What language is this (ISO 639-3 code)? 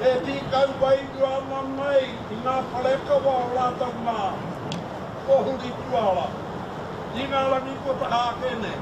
mri